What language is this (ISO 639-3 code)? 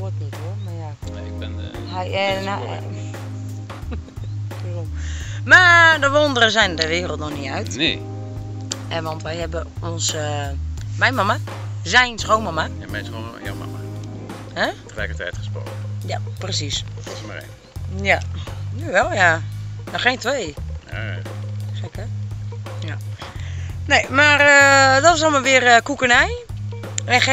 nld